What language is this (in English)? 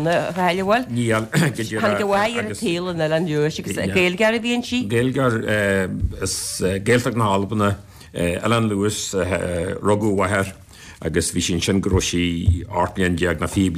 Irish